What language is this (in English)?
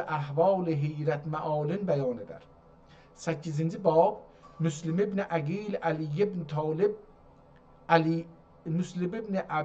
South Azerbaijani